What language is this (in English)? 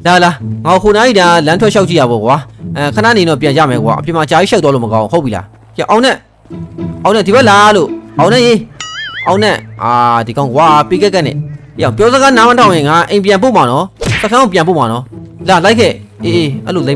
Burmese